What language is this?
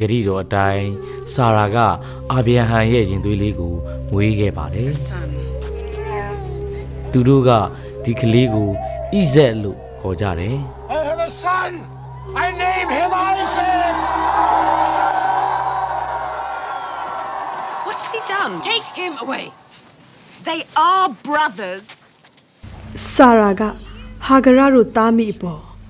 Burmese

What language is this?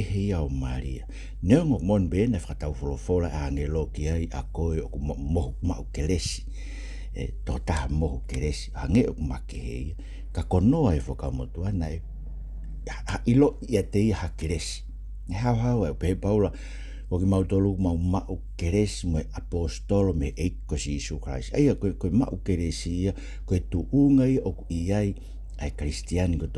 Tongan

